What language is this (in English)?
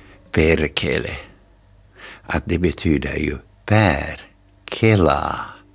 Swedish